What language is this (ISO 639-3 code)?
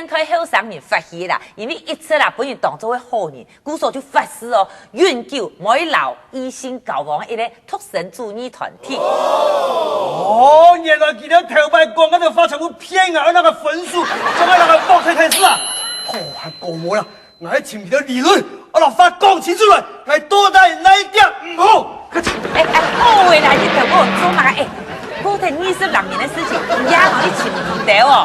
hak